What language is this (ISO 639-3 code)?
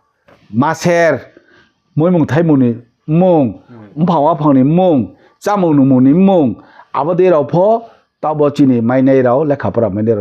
ria